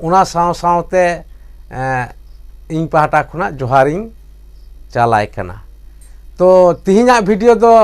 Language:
Santali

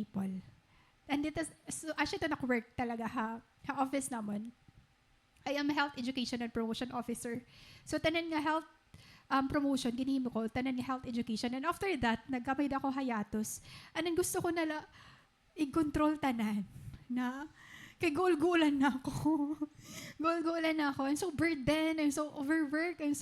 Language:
Waray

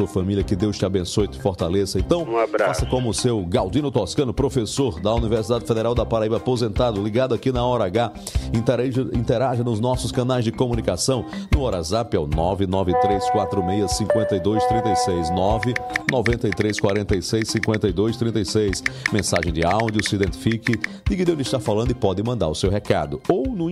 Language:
Portuguese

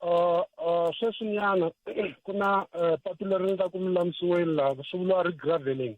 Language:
Tsonga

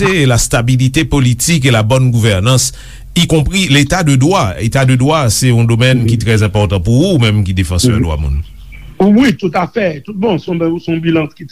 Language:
Haitian Creole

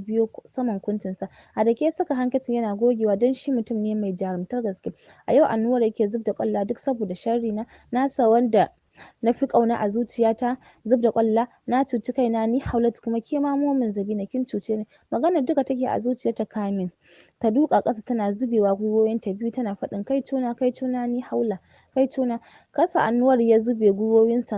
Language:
Hausa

